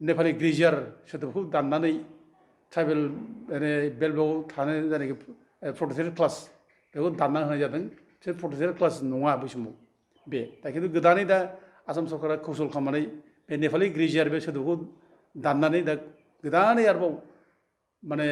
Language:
Bodo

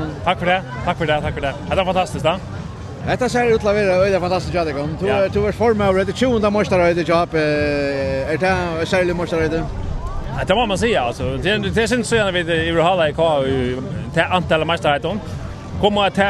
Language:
Faroese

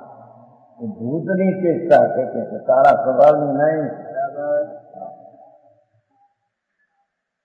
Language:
Gujarati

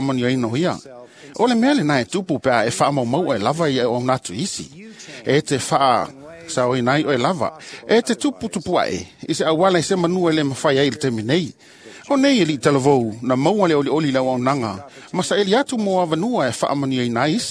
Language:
Samoan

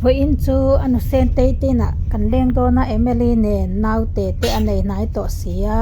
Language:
Mizo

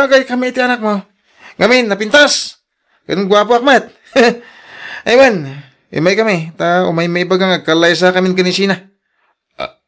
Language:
Iloko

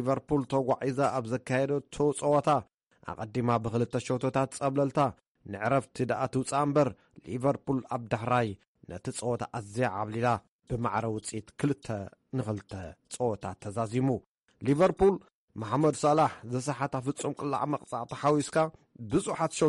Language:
Tigrinya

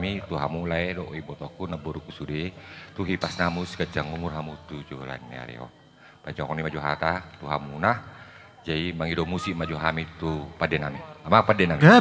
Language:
Batak Toba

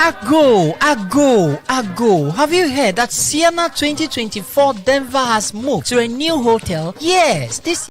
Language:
Ewe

